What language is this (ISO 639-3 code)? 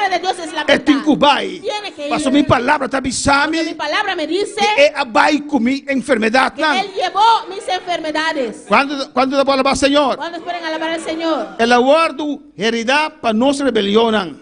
pap